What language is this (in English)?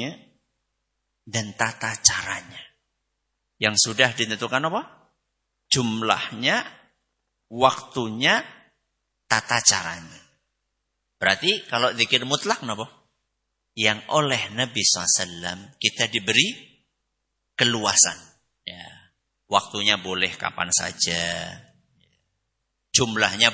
Indonesian